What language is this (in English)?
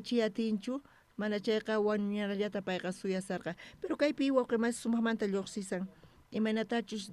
South Bolivian Quechua